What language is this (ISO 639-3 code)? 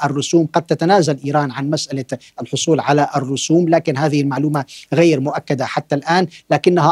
ara